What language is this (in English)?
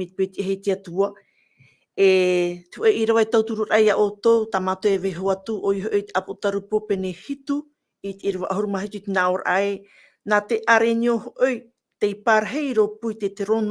Tahitian